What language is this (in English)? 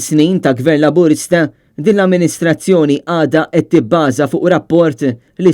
Maltese